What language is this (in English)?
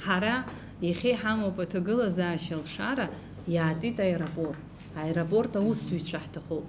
Abkhazian